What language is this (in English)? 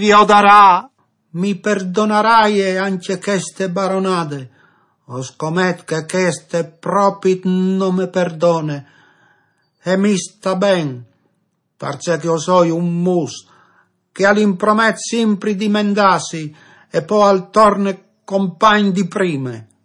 Friulian